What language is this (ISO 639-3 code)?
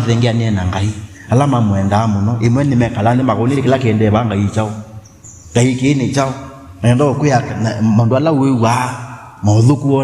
kam